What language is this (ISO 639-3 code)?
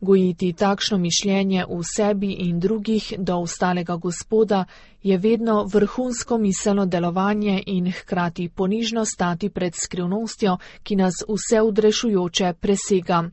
slv